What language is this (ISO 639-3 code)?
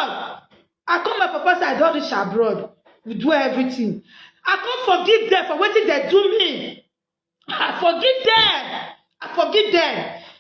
pcm